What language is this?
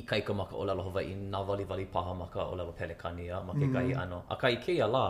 Hawaiian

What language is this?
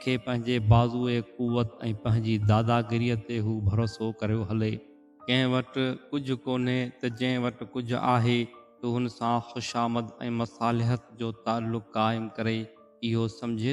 Sindhi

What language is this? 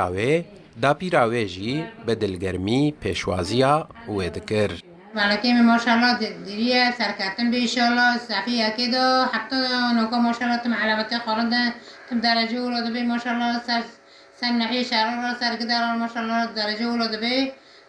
Kurdish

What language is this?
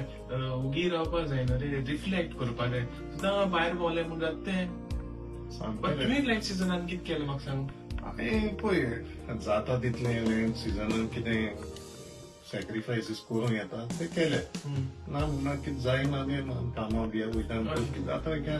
Konkani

